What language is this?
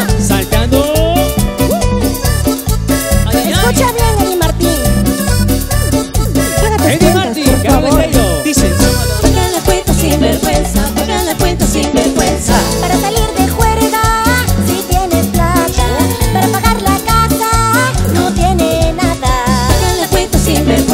Spanish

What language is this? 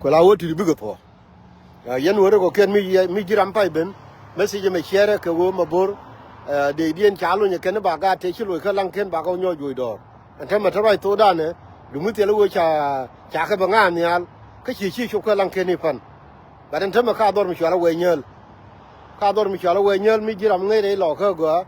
Nuer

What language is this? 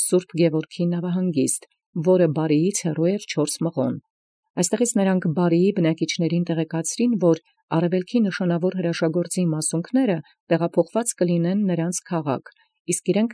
Armenian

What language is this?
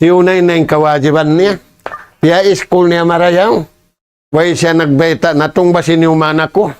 Tausug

